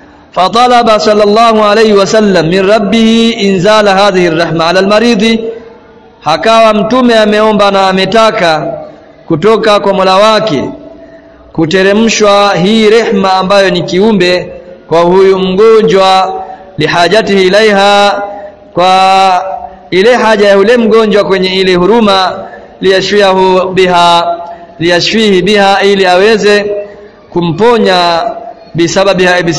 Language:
Swahili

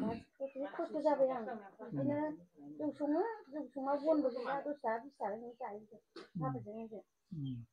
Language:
Bodo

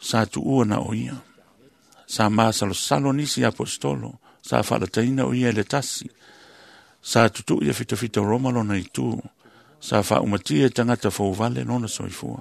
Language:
Samoan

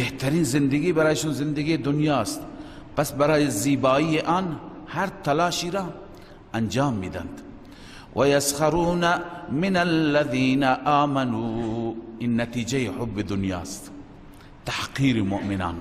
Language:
Persian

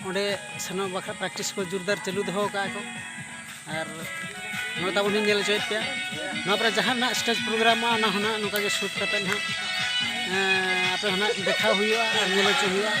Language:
Santali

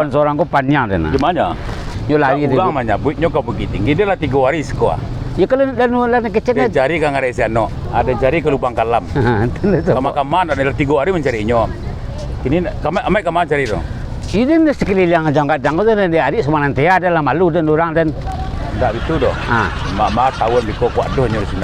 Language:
Minangkabau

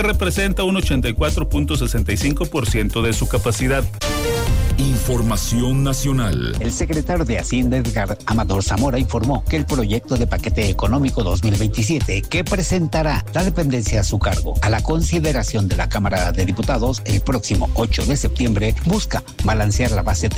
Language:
Spanish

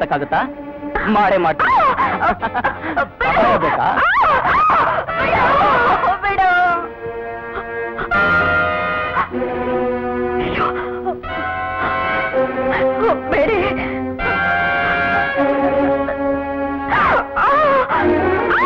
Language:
Kannada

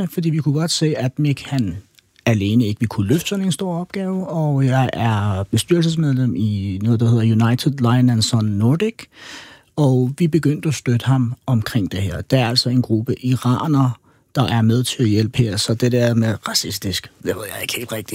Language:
Danish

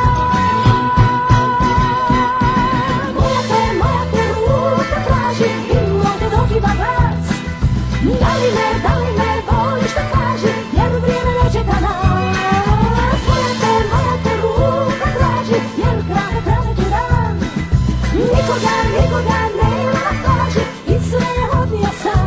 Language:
Croatian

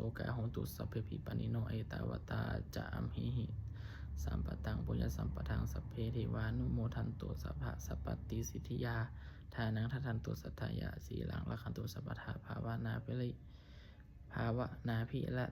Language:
Pali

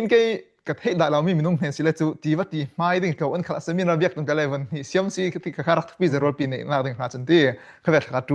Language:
Falam Chin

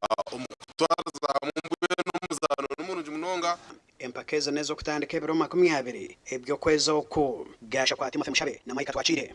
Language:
Nyankole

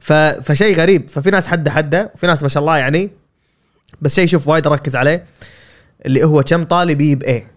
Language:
Gulf Arabic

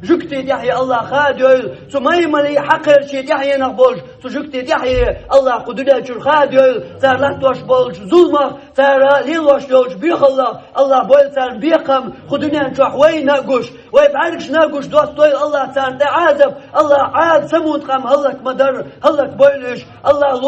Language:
Chechen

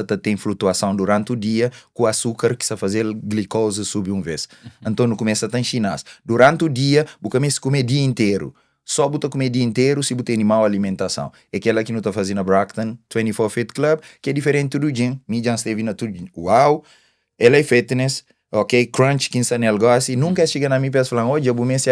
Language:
Kabuverdianu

